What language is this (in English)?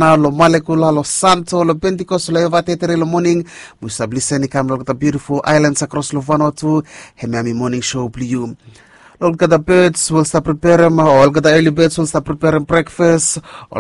Bislama